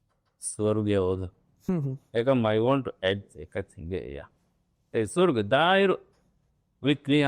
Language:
Divehi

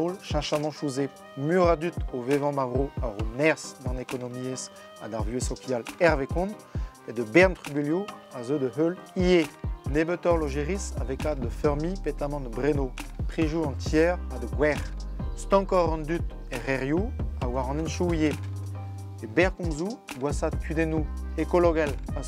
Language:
Breton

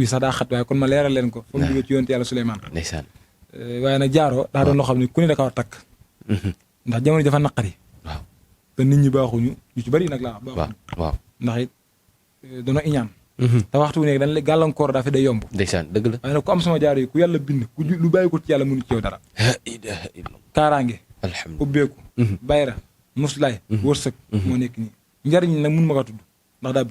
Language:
Wolof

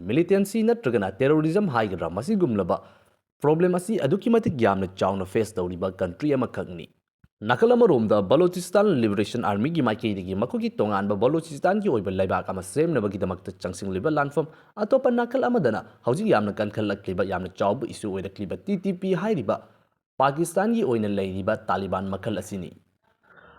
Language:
Manipuri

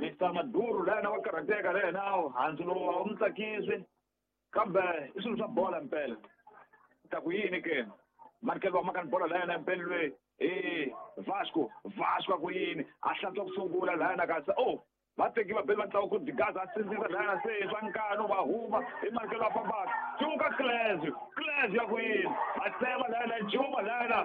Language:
Tsonga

